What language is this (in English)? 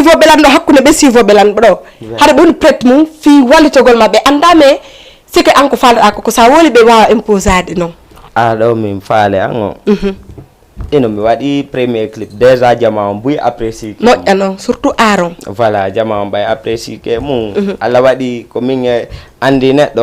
Fula